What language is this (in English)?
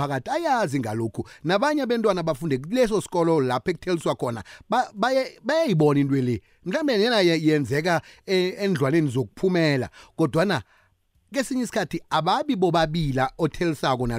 South Ndebele